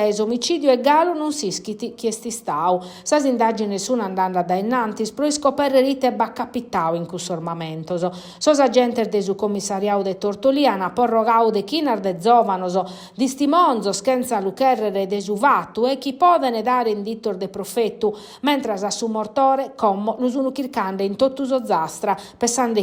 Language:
Sardinian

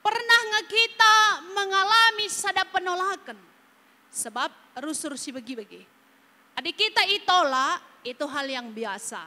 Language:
Batak Karo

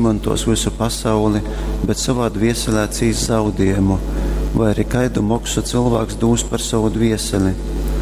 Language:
Latgalian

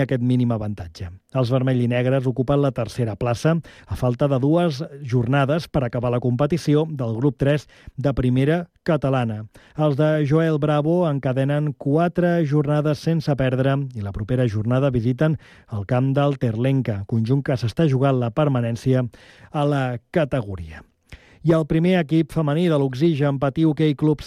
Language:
Catalan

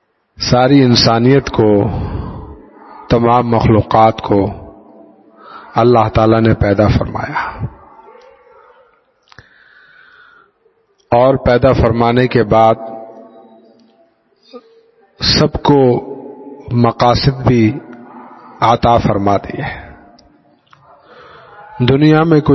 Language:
Urdu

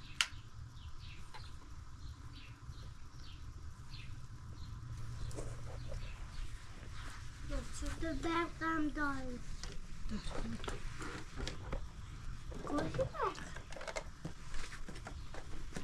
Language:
Persian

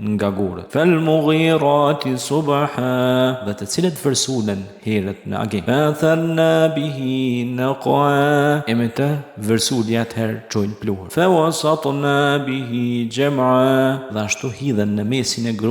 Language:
Albanian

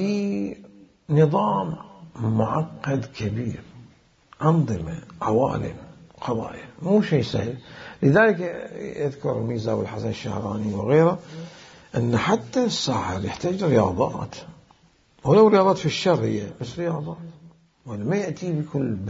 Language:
Mesopotamian Arabic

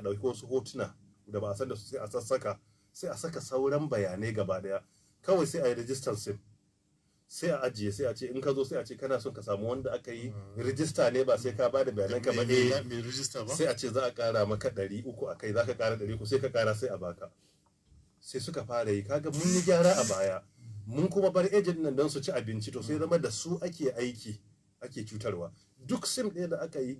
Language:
Hausa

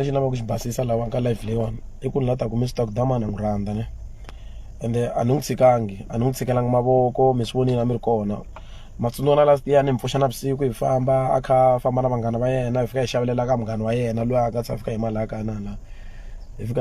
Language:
Tsonga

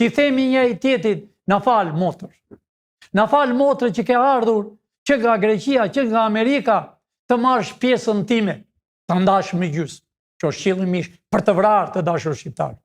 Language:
Albanian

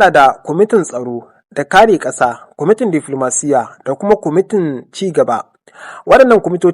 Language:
Hausa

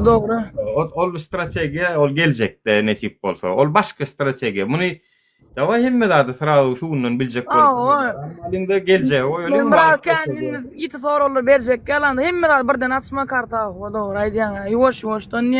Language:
Turkmen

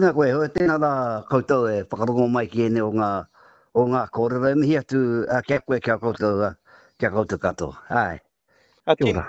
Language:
Māori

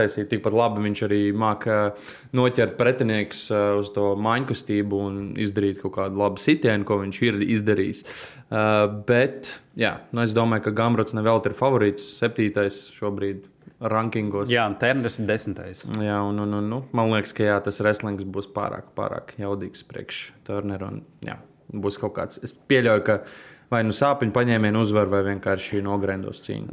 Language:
Latvian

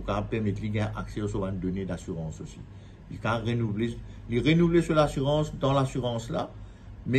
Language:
Morisyen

